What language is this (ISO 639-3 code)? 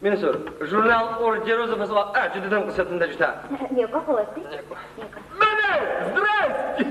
ady